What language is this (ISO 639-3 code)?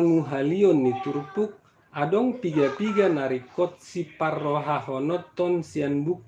bbc